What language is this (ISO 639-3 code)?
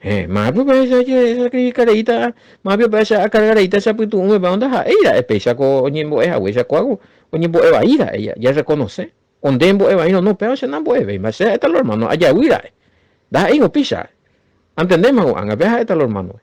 grn